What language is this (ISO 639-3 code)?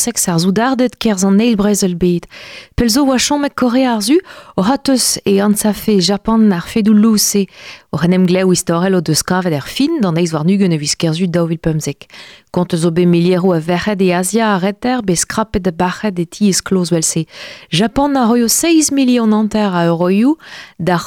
bre